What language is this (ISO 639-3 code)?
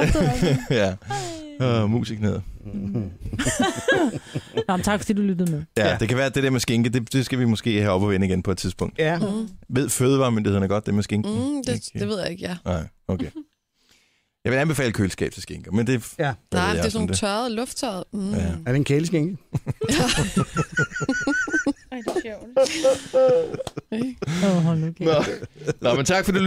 dan